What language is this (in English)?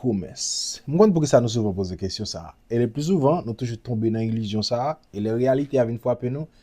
Haitian Creole